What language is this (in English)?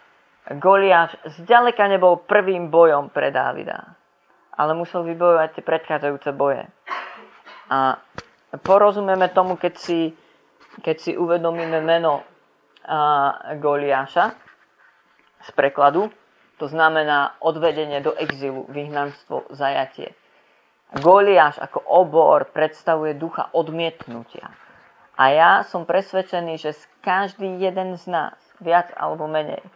Slovak